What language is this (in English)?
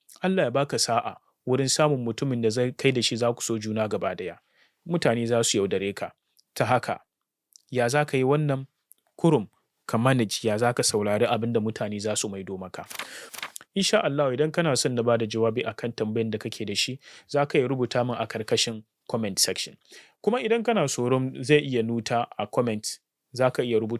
Hausa